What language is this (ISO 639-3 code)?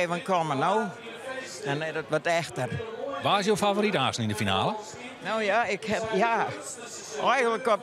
fry